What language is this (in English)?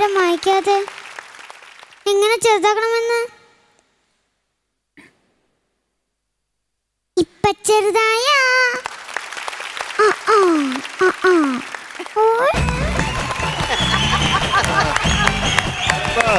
Malayalam